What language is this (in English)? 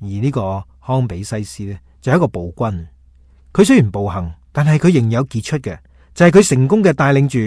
Cantonese